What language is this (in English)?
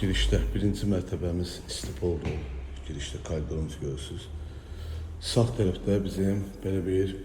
Azerbaijani